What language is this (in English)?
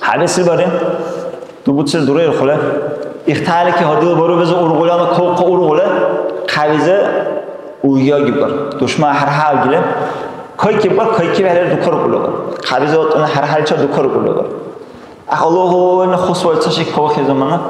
Dargwa